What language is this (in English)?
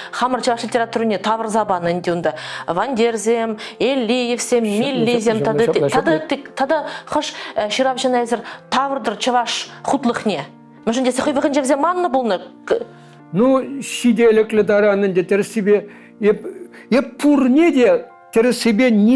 Chuvash